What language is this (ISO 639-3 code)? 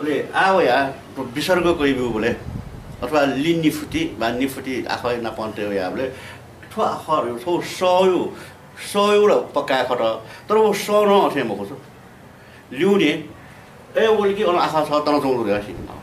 new